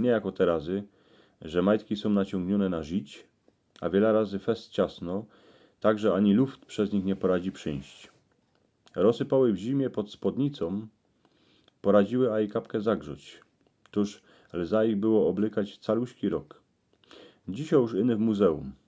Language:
Silesian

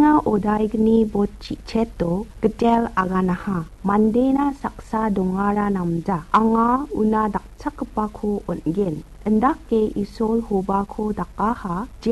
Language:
Garo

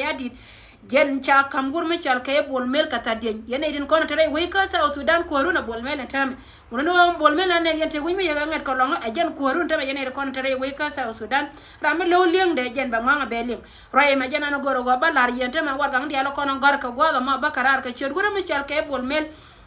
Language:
Nuer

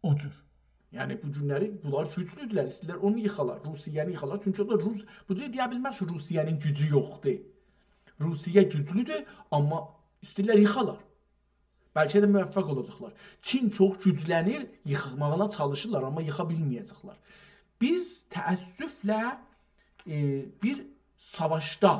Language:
South Azerbaijani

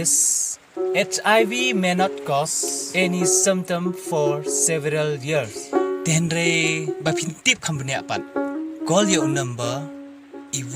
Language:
Khasi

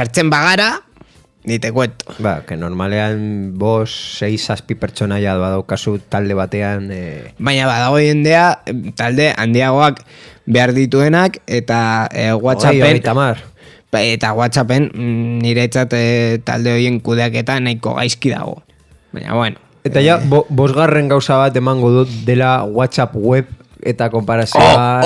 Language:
Basque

